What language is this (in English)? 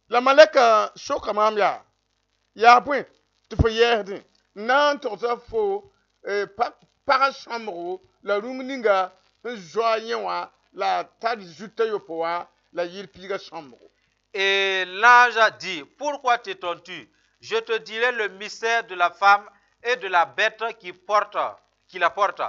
Mossi